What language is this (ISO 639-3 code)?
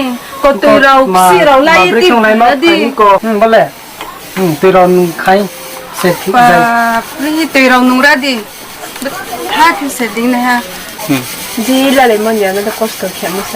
ria